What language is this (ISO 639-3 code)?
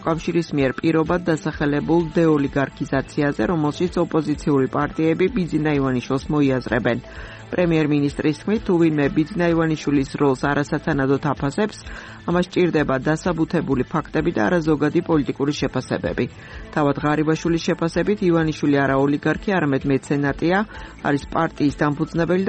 kat